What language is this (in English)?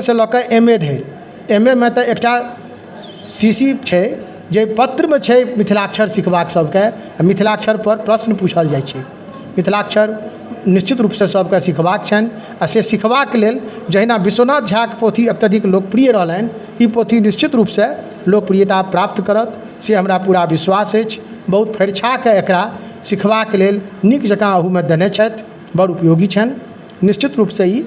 Maithili